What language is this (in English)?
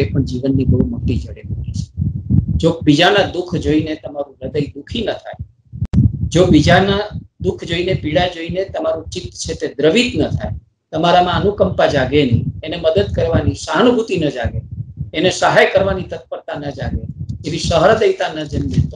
Gujarati